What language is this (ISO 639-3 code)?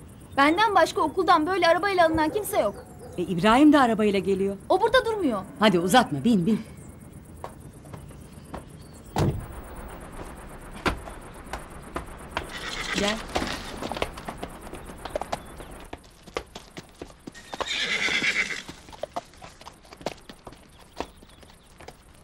tur